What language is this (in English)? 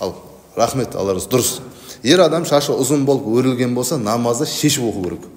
Kazakh